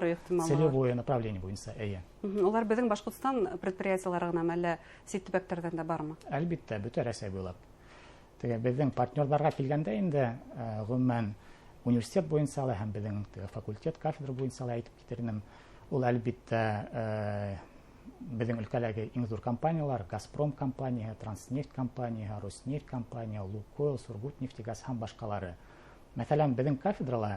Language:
Bashkir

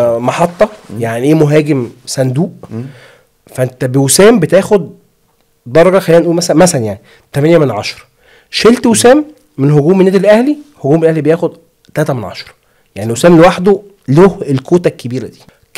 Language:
Egyptian Arabic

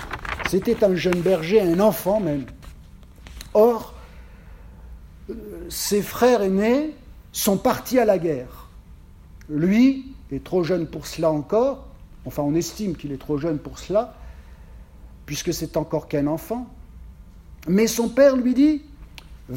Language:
French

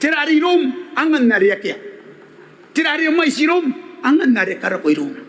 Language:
Gilbertese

